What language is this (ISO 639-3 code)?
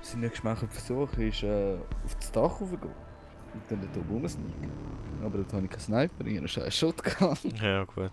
gsw